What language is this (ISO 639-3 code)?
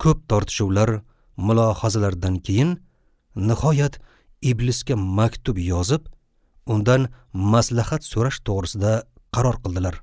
uzb